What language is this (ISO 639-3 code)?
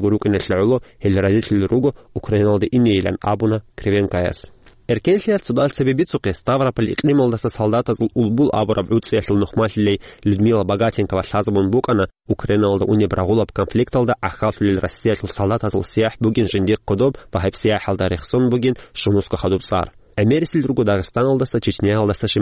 ava